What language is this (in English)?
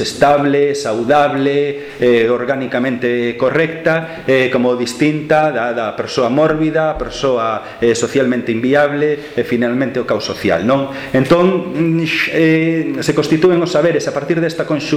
Galician